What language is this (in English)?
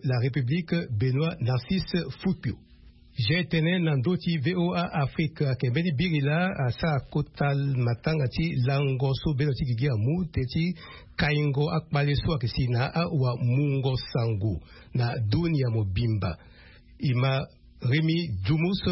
Sango